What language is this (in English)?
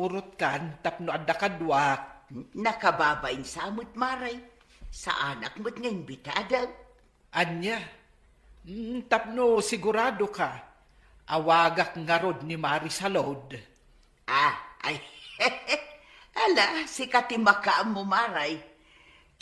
Iloko